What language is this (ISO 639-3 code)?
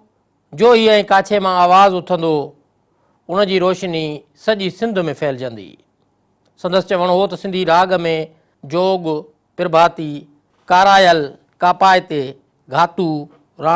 snd